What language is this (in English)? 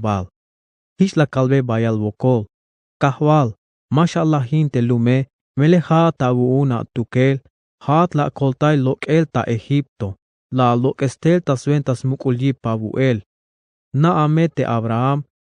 Tzeltal